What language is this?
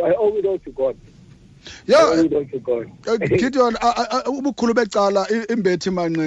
Xhosa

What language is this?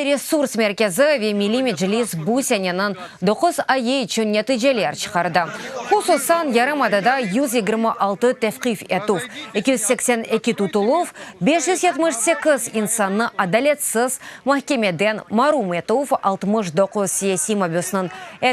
Crimean Tatar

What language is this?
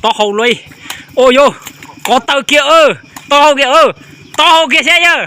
Hmong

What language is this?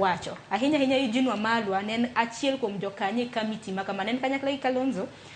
Luo (Kenya and Tanzania)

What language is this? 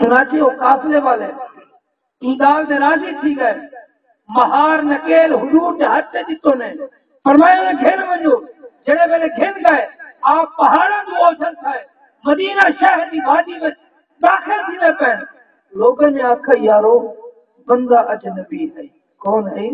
Saraiki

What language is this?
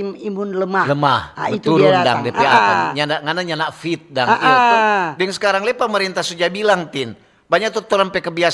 Manado Malay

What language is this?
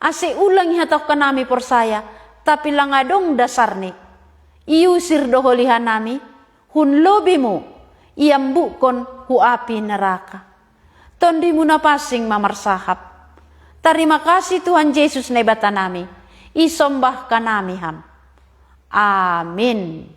Batak Simalungun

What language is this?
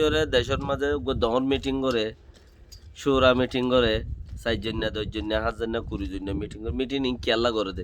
Rohingya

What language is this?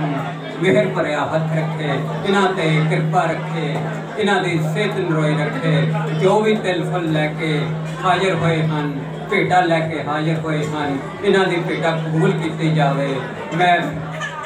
Punjabi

